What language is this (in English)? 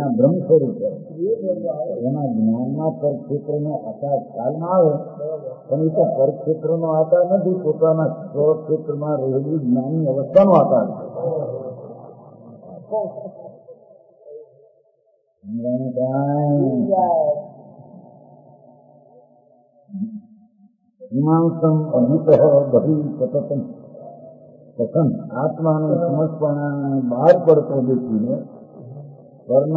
Gujarati